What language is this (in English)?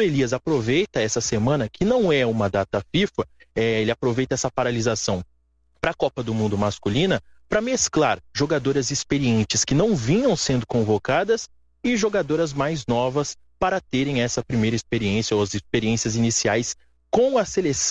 Portuguese